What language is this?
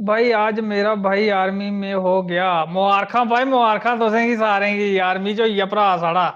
Dogri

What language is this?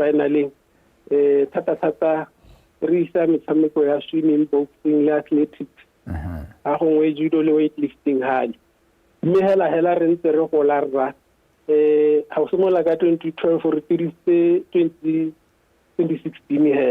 Tswana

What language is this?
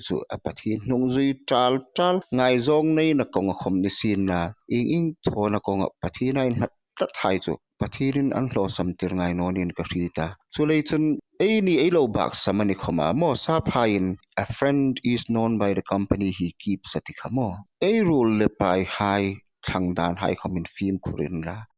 Hmar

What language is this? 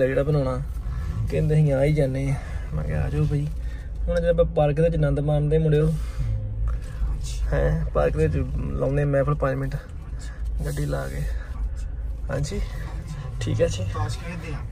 Punjabi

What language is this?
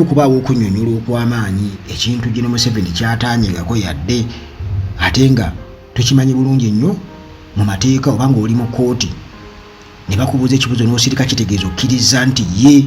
Ganda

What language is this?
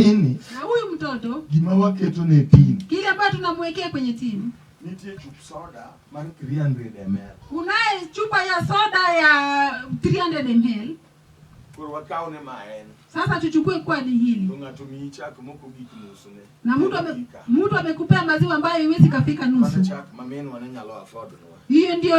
Luo (Kenya and Tanzania)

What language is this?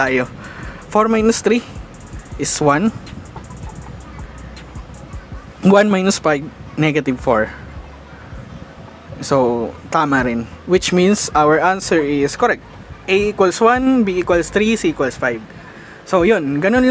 Filipino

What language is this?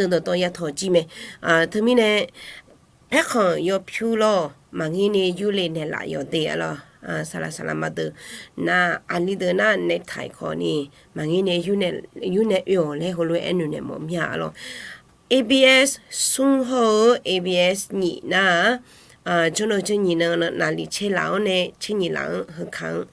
Akha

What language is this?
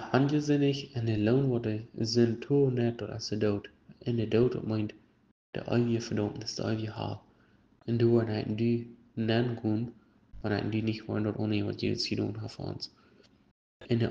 Plautdietsch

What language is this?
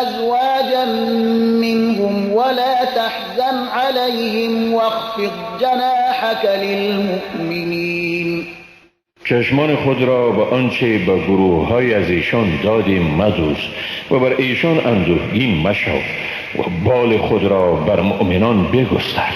Persian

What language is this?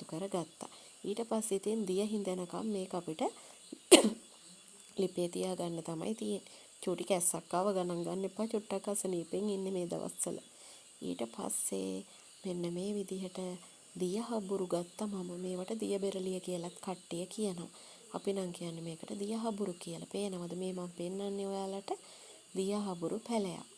Sinhala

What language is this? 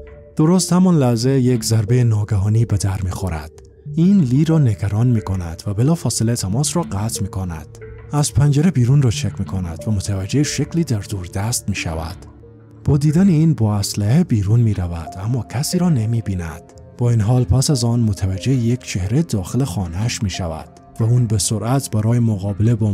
Persian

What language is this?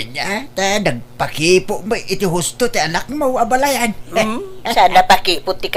Iloko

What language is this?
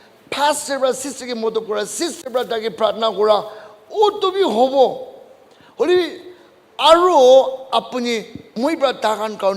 Naga Pidgin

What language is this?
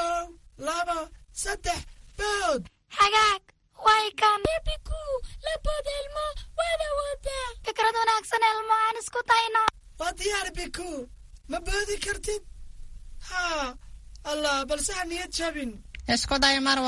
Somali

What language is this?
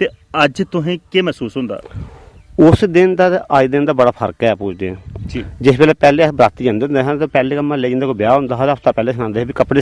Dogri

